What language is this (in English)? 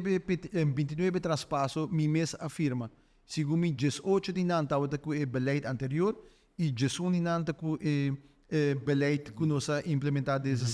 Papiamento